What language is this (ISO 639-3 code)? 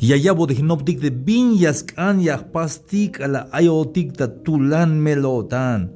tzh